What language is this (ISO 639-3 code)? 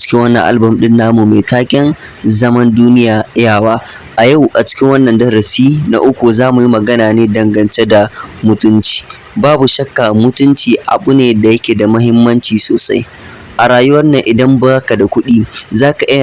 hau